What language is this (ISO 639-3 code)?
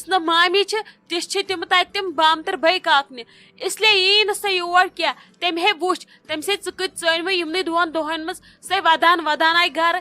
kas